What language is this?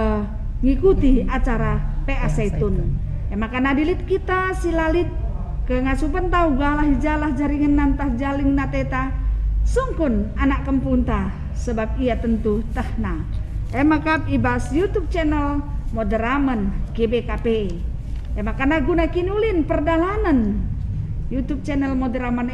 Batak Karo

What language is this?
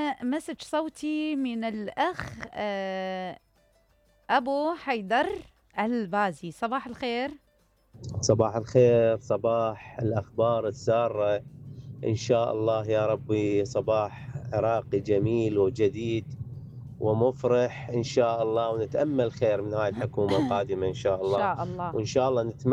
Mesopotamian Arabic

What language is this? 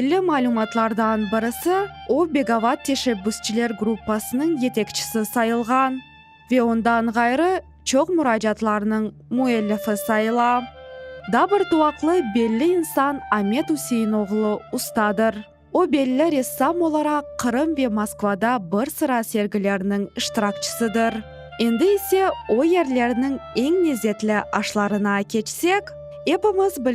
Crimean Tatar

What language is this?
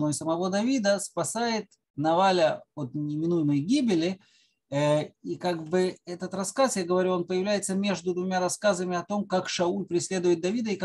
Russian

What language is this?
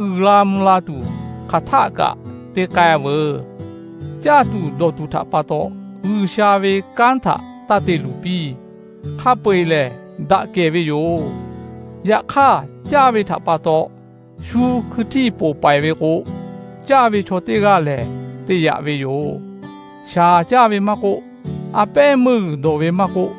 Lahu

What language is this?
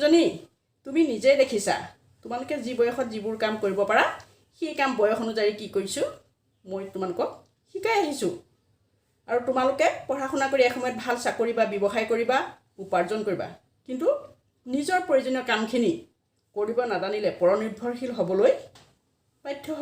Assamese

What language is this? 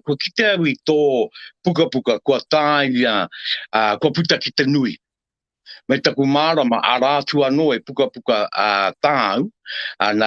Māori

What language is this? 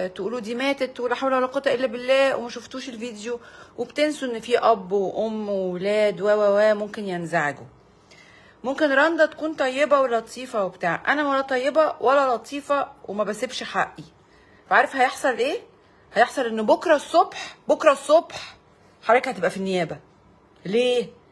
Egyptian Arabic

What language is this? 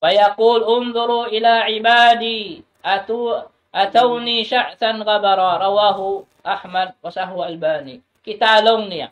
Tausug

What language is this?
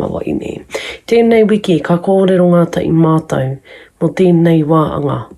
Māori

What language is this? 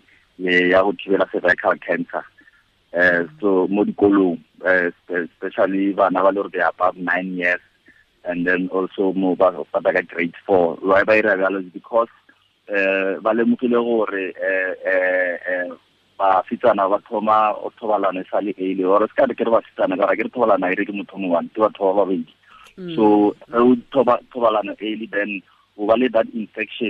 Tswana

